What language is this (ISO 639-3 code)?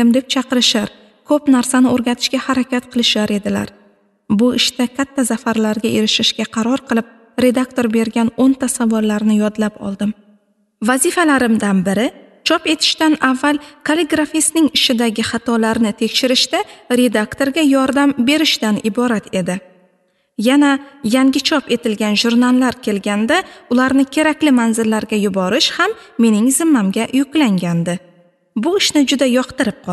uzb